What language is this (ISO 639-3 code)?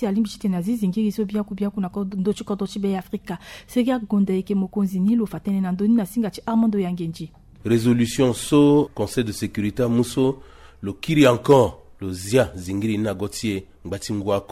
sag